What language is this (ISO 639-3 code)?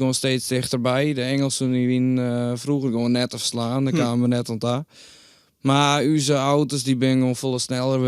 fry